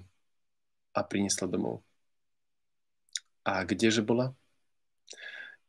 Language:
Slovak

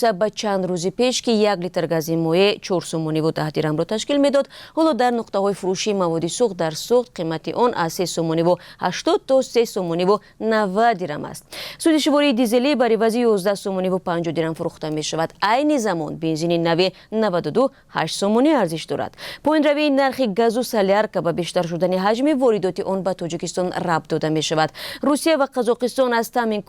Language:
Tajik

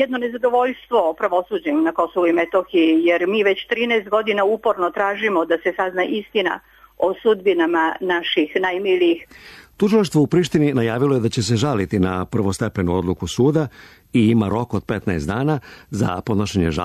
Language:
Serbian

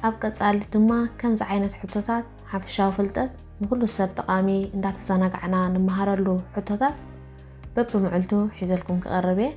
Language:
Tigrinya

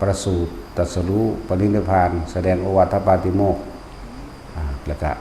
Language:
Northeastern Thai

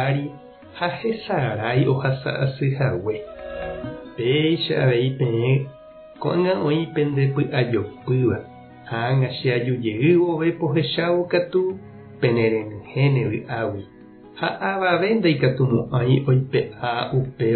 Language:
Guarani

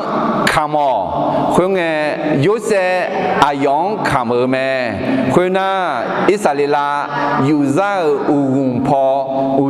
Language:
Akha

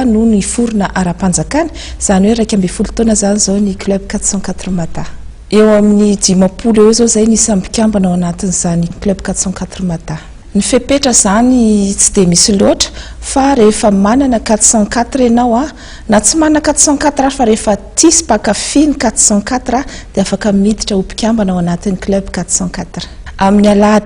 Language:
Malagasy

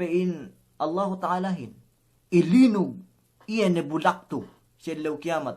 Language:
Yakan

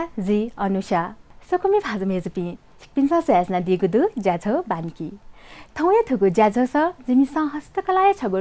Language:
Newari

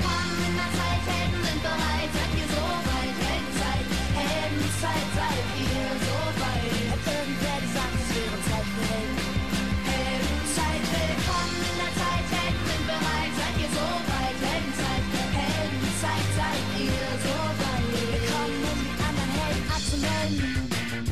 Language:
German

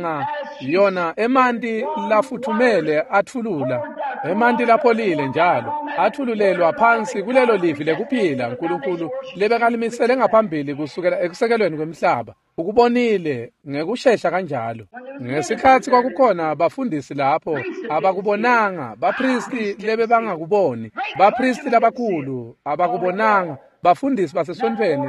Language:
Swati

